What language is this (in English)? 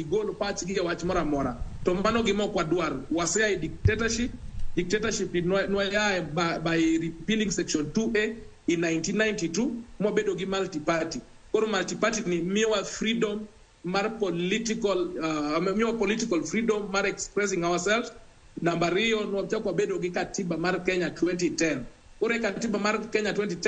Luo (Kenya and Tanzania)